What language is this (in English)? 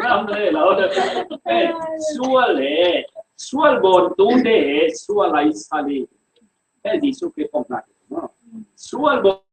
Falam Chin